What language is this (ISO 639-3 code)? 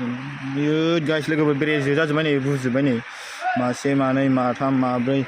brx